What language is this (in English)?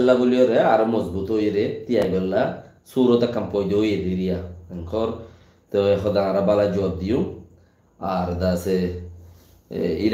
Rohingya